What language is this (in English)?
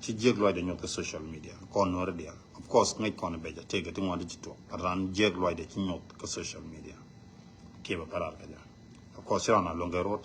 Nuer